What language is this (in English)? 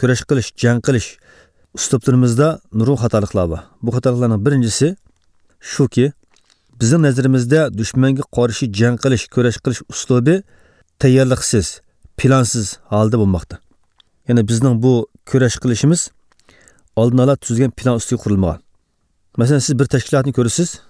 Uyghur